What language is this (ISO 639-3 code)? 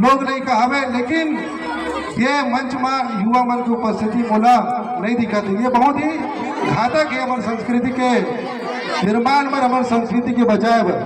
hne